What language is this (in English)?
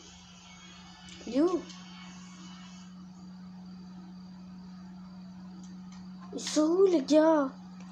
French